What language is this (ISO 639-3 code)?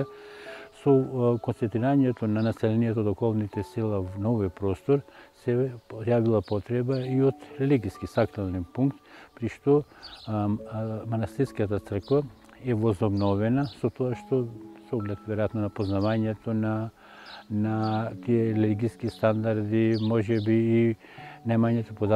mkd